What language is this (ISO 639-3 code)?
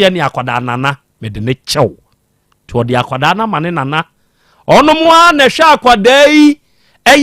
aka